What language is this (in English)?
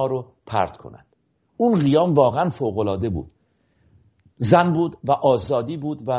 Persian